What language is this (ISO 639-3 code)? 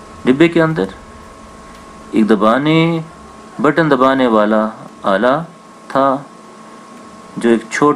urd